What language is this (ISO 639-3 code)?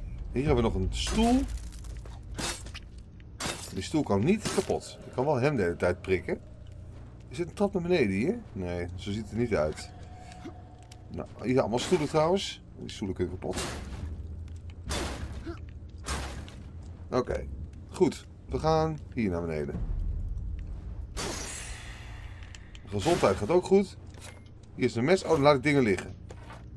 nld